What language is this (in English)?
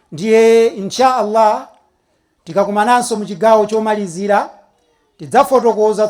Nyanja